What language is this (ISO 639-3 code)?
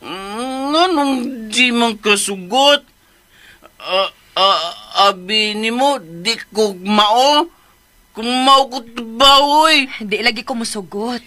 ceb